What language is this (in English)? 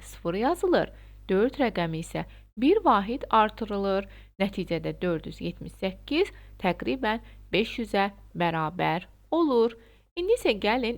Azerbaijani